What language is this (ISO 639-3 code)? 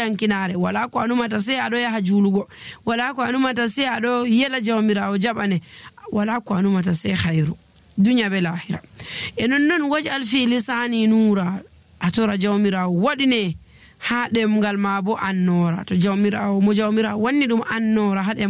fuv